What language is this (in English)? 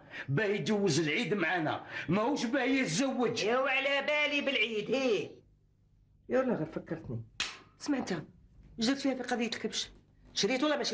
Algerian Arabic